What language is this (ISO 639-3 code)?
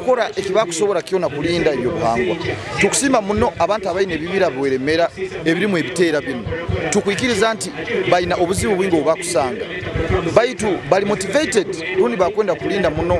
nyo